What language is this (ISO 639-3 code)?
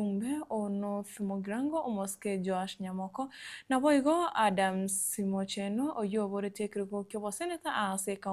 guz